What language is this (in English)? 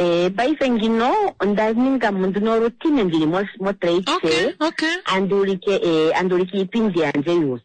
Kuanyama